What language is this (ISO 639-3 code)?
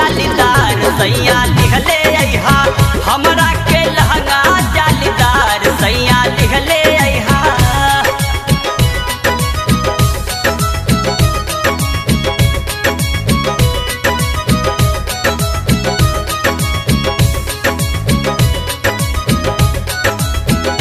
bho